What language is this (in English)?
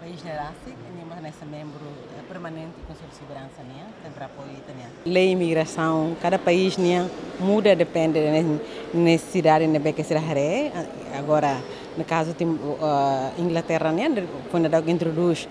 Tetum